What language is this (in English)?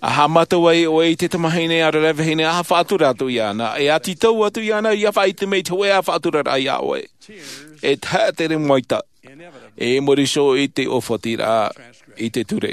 Tahitian